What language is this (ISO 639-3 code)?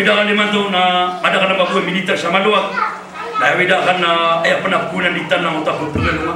mrw